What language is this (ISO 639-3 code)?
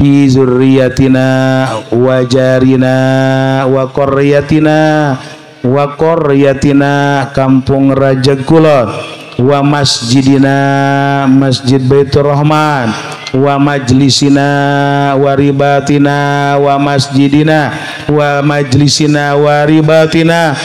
sun